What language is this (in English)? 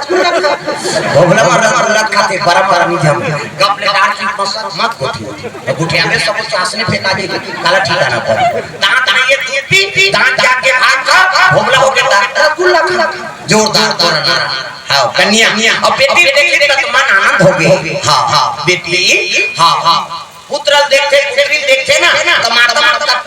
Chhattisgarhi